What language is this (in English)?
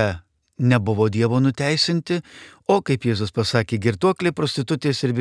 Lithuanian